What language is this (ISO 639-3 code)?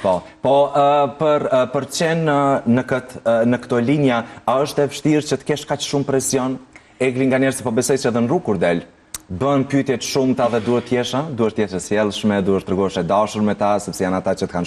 sqi